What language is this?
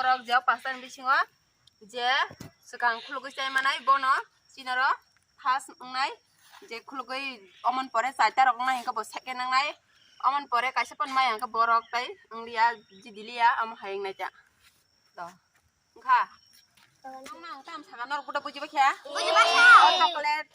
Kok Borok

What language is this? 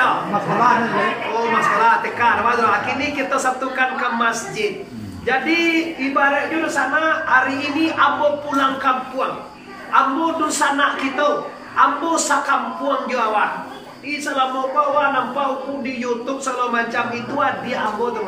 Minangkabau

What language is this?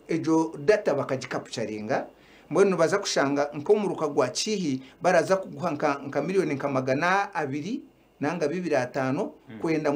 Nyankole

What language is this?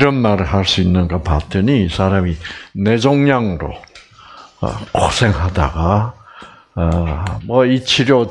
Korean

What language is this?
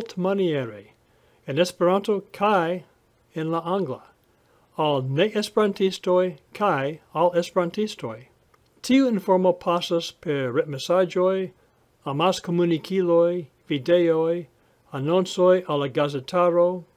Esperanto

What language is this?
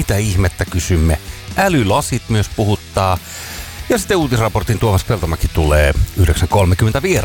Finnish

